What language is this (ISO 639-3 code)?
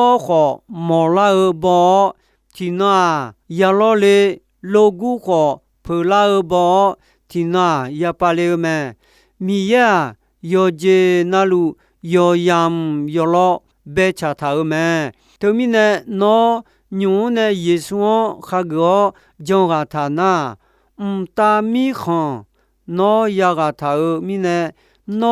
ahk